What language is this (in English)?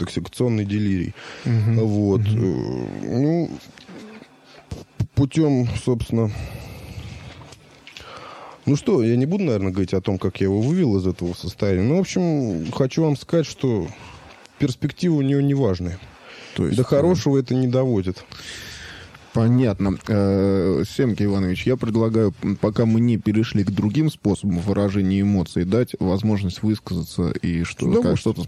Russian